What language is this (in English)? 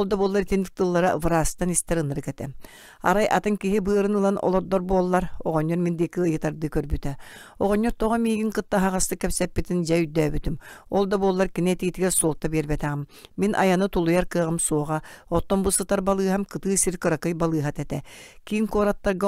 Yakut